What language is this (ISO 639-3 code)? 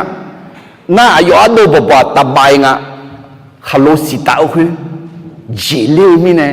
ahk